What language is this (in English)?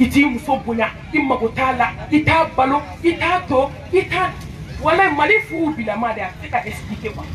Bambara